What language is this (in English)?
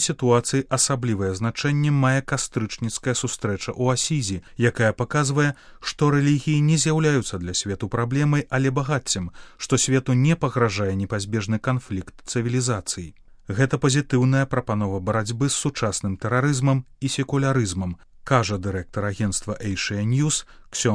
Belarusian